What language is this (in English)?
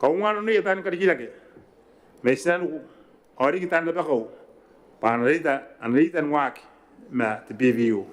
Gilbertese